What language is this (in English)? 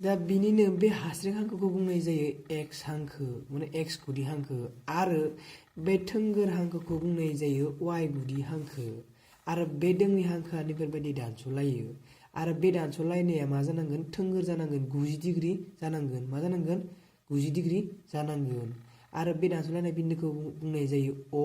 Bodo